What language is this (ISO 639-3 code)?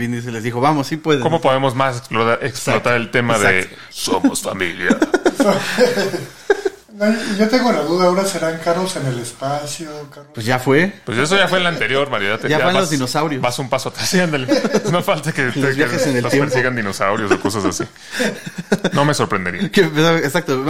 spa